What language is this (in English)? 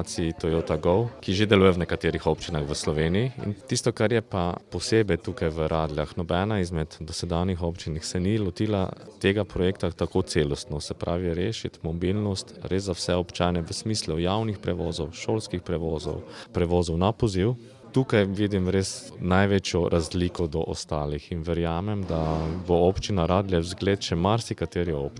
Slovenian